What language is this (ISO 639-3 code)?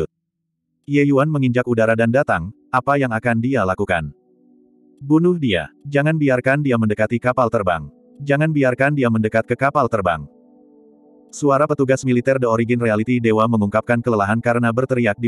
ind